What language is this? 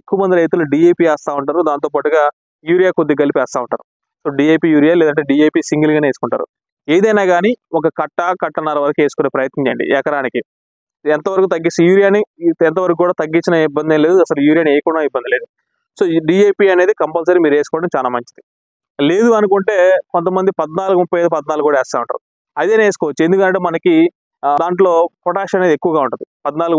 Telugu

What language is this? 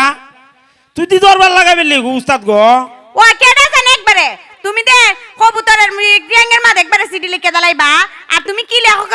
Sylheti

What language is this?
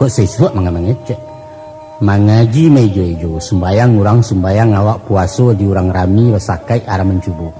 Minangkabau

